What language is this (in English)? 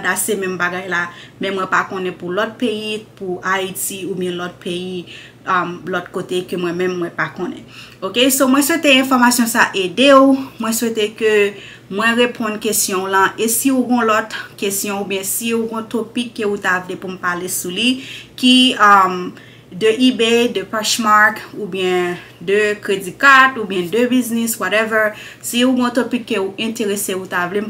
Haitian Creole